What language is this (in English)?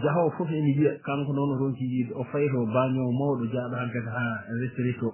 Fula